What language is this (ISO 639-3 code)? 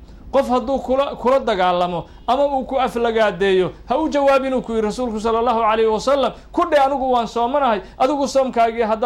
som